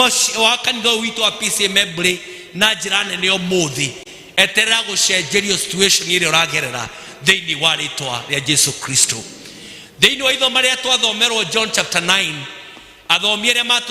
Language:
Kikuyu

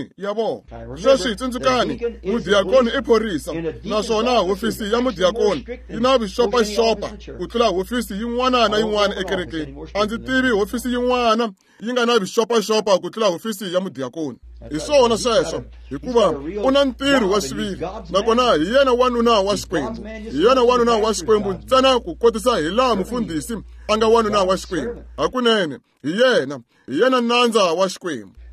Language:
Tsonga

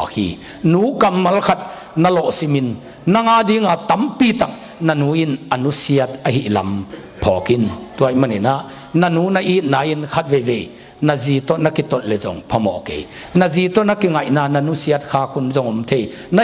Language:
Tedim Chin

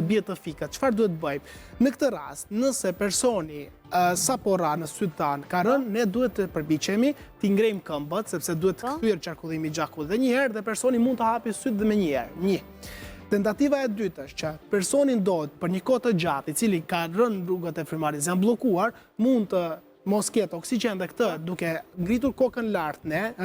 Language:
Albanian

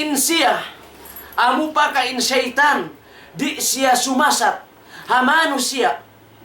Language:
Tausug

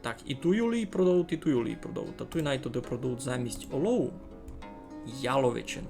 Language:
Rusyn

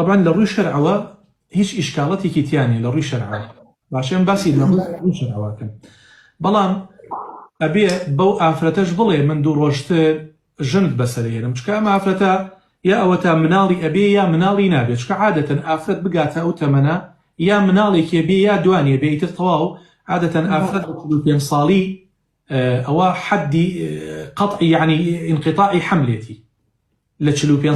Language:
Central Kurdish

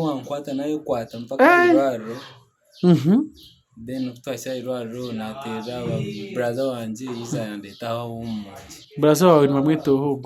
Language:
Nyankole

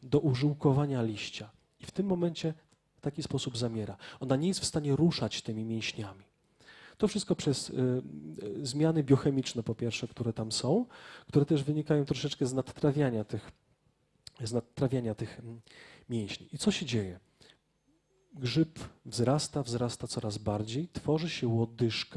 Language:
Polish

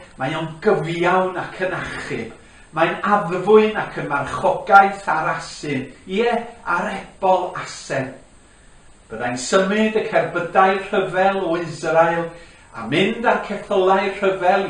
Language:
Welsh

